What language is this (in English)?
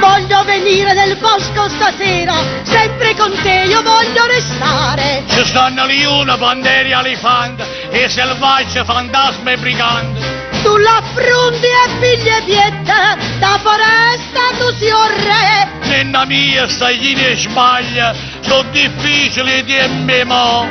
Neapolitan